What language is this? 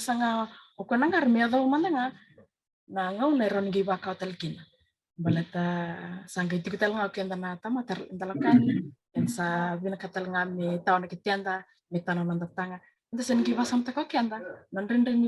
Fijian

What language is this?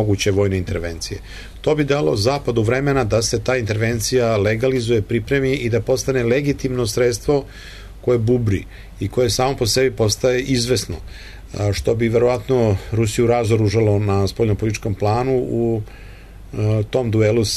Serbian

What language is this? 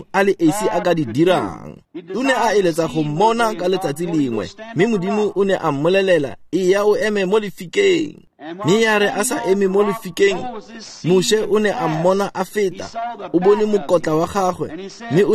Tswana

